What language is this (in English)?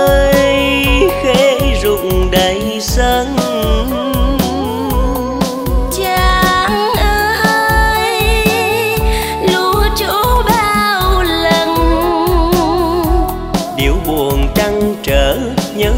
Vietnamese